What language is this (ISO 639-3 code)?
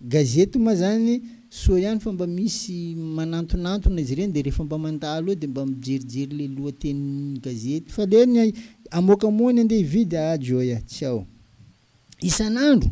mlg